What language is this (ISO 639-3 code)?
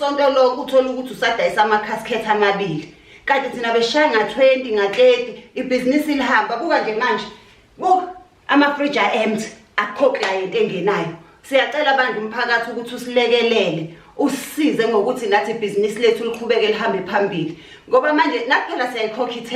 zul